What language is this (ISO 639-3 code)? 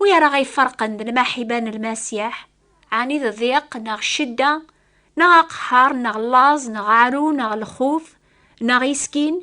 kab